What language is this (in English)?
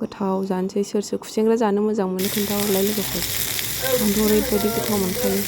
Bodo